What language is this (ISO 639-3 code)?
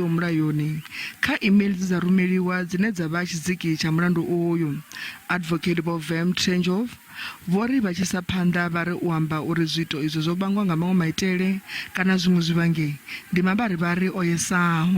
ven